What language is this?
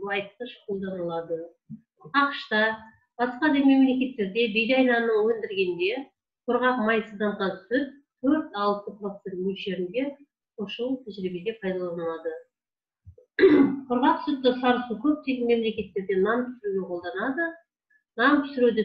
Kazakh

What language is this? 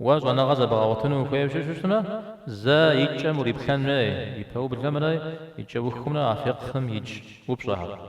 Kabardian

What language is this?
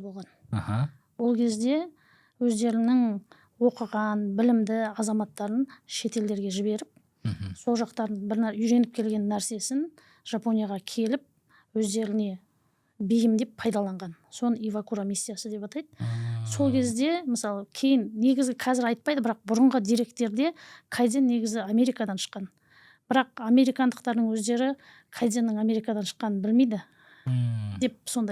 Kazakh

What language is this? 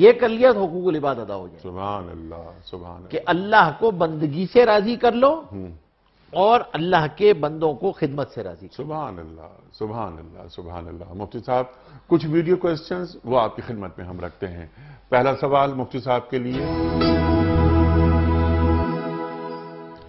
Urdu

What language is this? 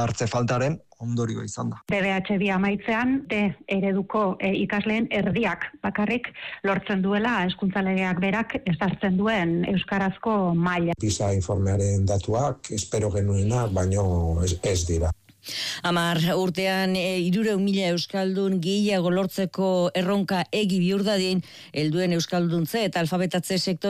Basque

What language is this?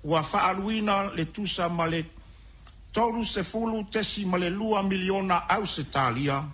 Samoan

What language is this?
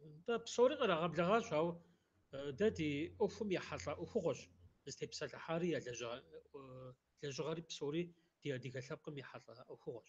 Kabardian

